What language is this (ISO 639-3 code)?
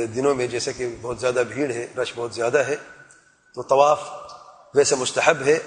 urd